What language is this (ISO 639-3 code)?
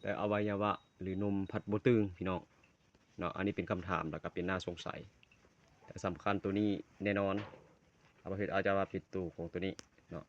lao